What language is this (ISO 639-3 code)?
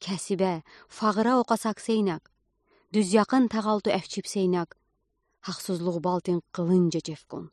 udi